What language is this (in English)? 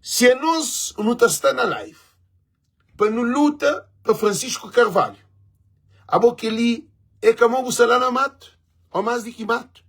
Kabuverdianu